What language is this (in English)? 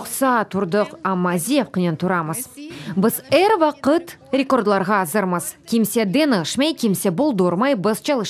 Crimean Tatar